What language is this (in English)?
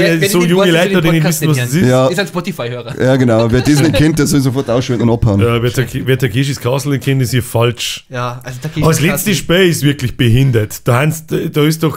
Bavarian